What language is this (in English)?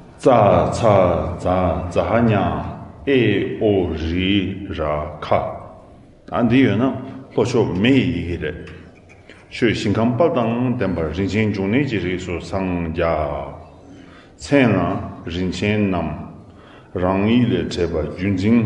Tibetan